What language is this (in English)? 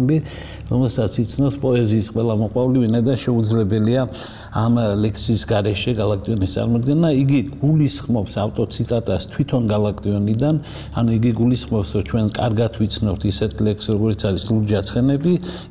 Georgian